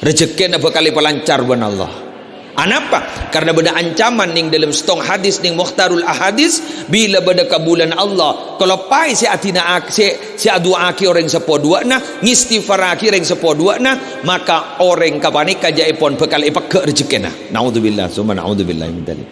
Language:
Madurese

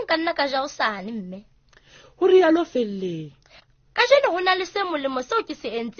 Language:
Southern Sotho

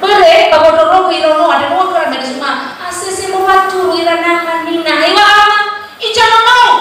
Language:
Nias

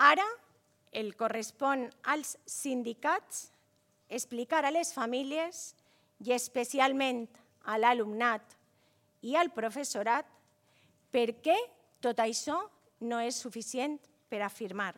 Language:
Catalan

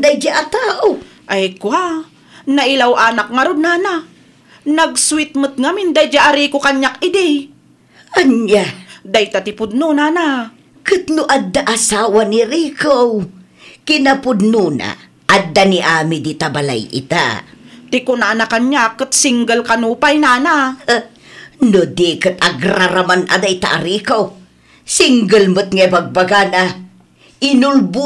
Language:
Iloko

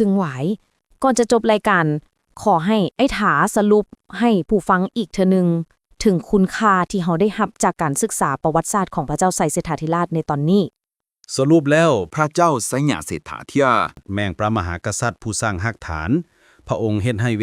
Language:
Lao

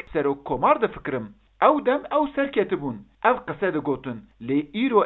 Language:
Kurdish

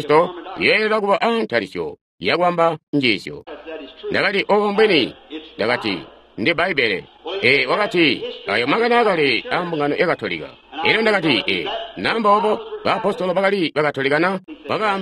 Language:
Tonga (Zambia)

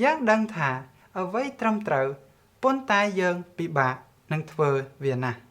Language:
Khmer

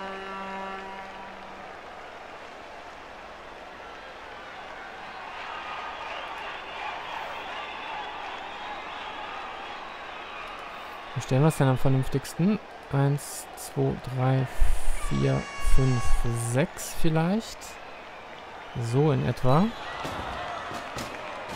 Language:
German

